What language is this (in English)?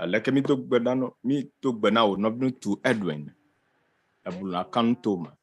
Ewe